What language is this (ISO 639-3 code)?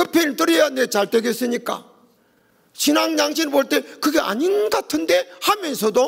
kor